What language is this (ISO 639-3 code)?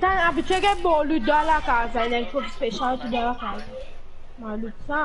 mfe